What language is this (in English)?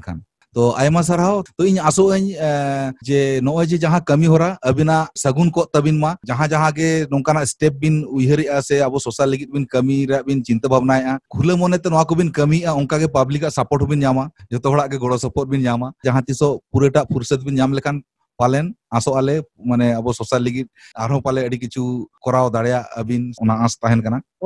Santali